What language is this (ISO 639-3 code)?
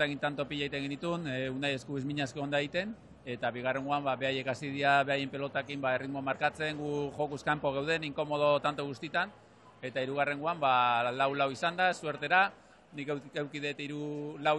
eus